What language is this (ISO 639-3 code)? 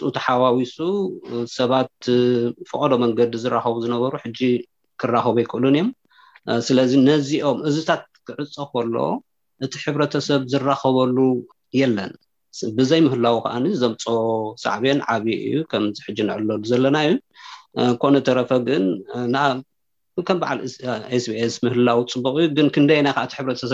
tir